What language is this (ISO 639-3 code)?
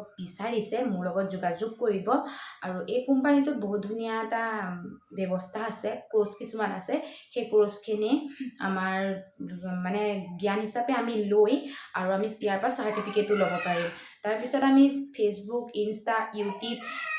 asm